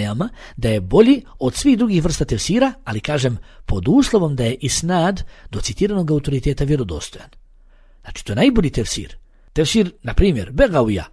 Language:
Bosnian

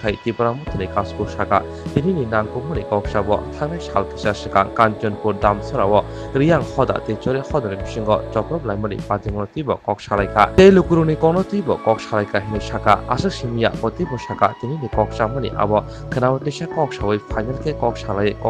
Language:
Kok Borok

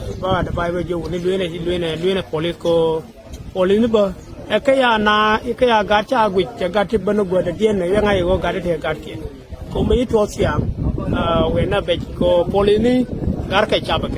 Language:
Nuer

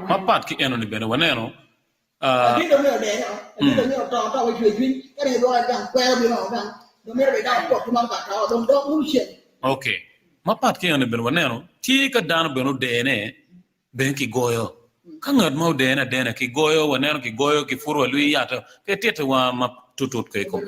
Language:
Acoli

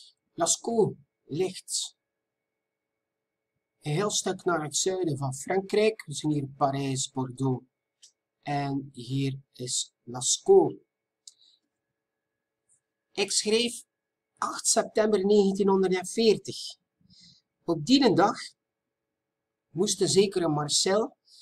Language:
Dutch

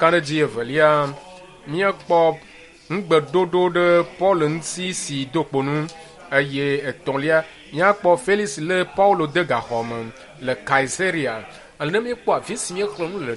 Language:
Ewe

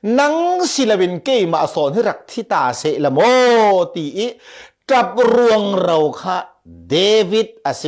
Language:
Falam Chin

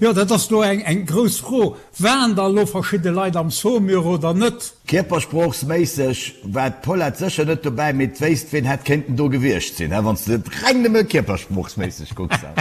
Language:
Luxembourgish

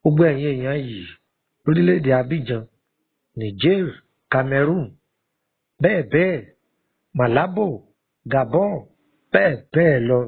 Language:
Yoruba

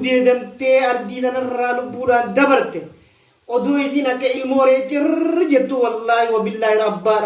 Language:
Oromo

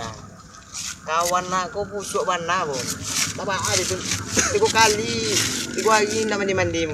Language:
Minangkabau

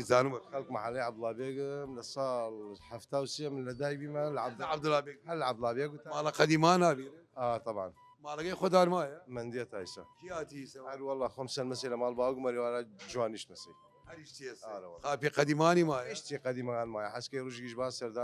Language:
Southern Kurdish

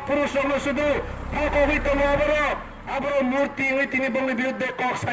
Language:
Kok Borok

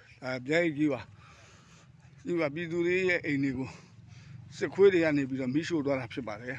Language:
Burmese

